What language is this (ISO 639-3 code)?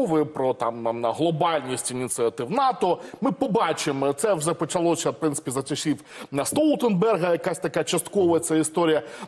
ukr